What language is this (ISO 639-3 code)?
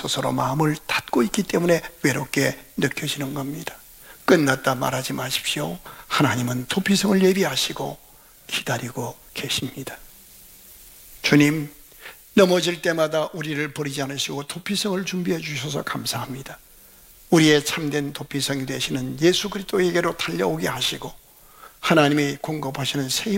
kor